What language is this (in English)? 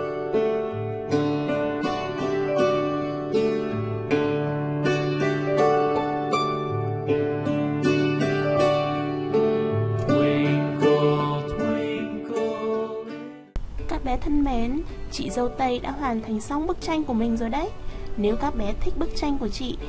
Vietnamese